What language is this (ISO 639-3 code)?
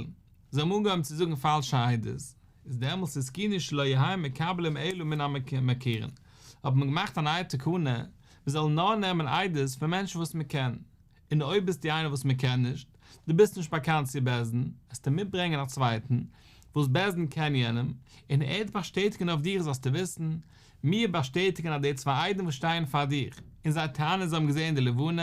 yid